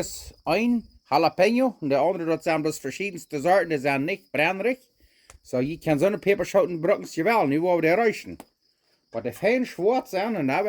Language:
Plautdietsch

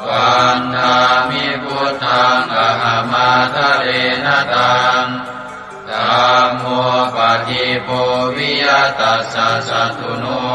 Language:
Pali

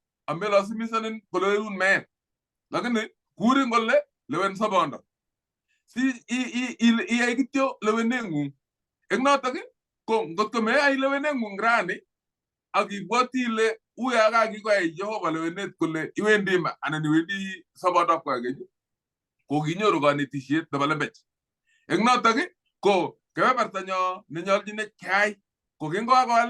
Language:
Kalenjin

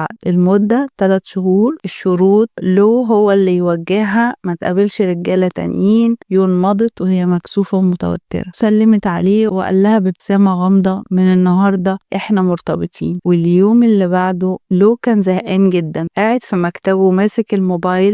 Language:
Egyptian Arabic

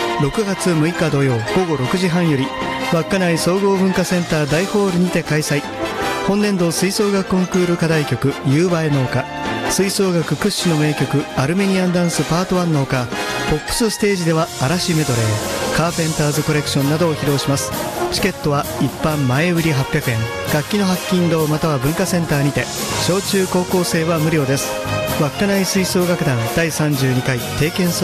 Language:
Japanese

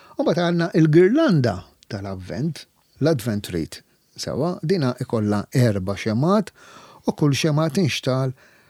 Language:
Maltese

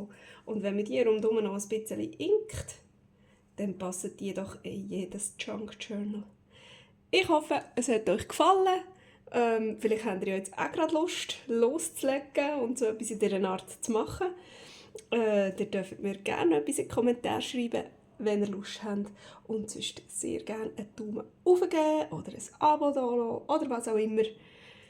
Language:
Swiss German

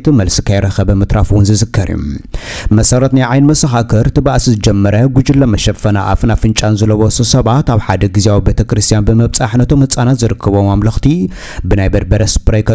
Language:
Tigrinya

